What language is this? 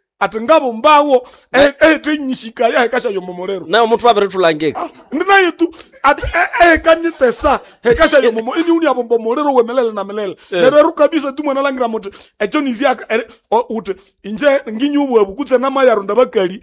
Nande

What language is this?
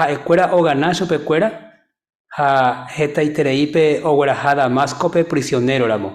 Guarani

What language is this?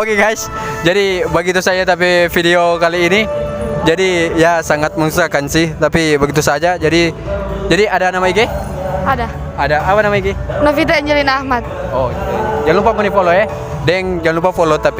Manado Malay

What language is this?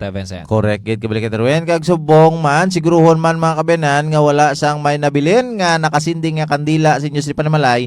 Hiligaynon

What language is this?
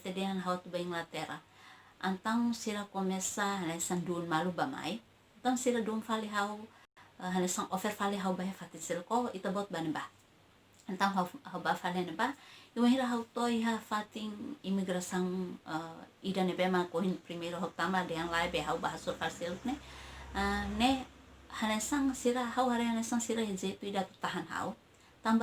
Tetum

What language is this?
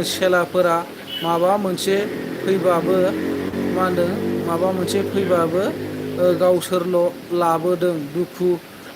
Bodo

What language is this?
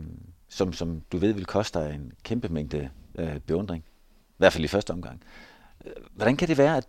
Danish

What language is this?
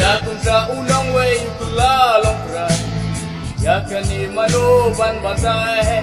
Khasi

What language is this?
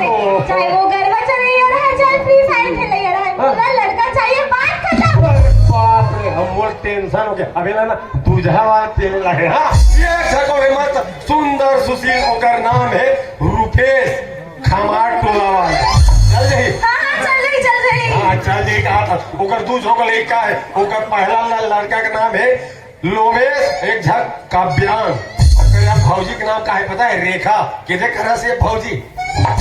Chhattisgarhi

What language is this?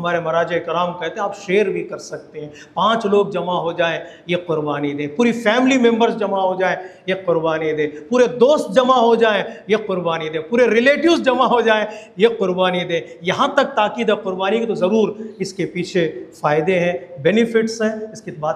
Urdu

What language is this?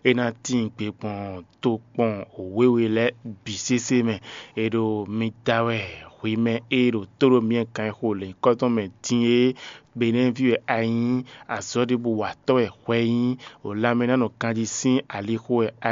Fon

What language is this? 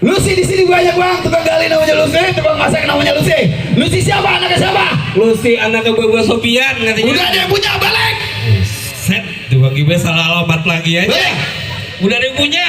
Betawi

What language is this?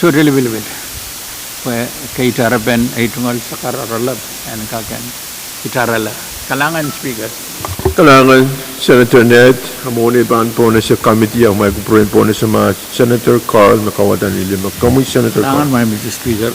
Pohnpeian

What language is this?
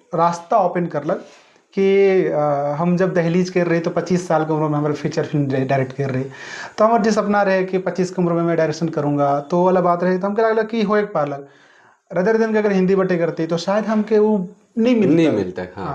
Sadri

